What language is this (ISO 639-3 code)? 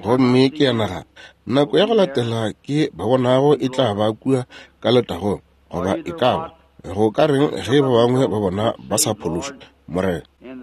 nso